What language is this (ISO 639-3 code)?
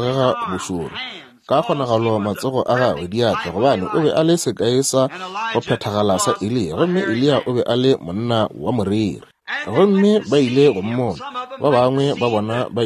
nso